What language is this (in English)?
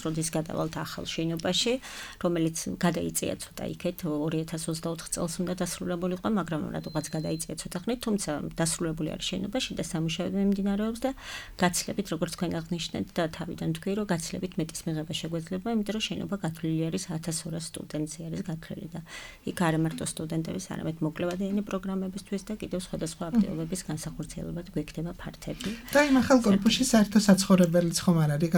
Georgian